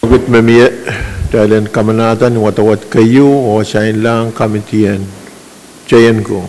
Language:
Pohnpeian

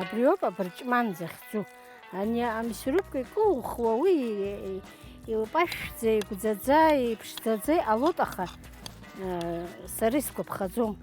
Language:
Abkhazian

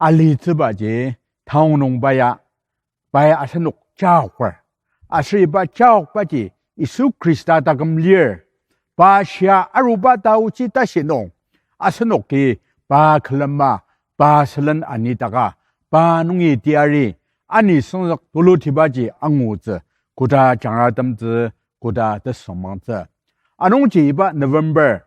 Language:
Ao Naga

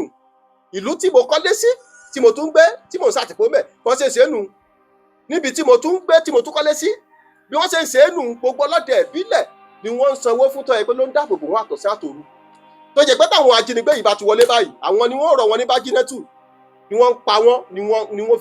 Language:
Yoruba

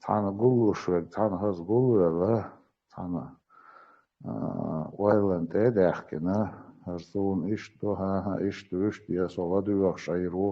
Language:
Chechen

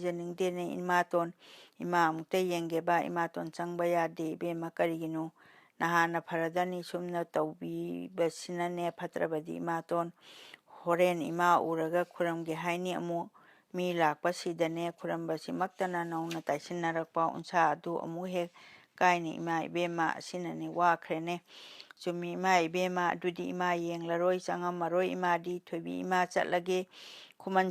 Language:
Manipuri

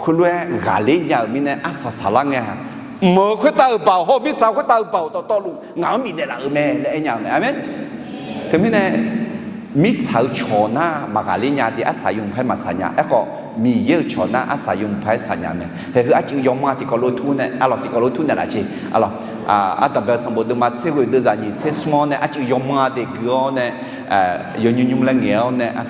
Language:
Akha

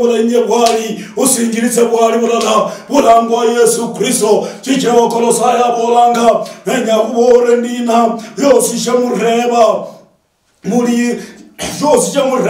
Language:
Luyia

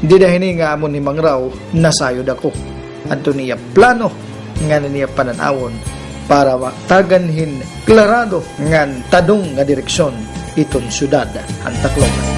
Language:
Waray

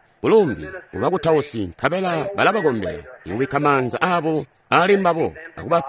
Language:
Tonga (Zambia)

